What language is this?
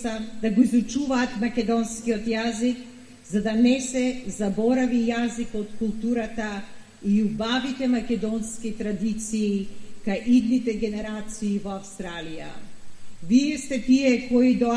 Macedonian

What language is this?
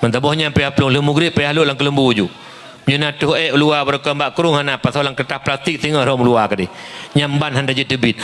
Achinese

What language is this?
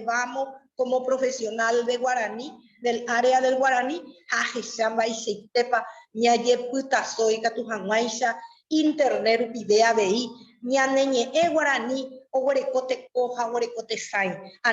Guarani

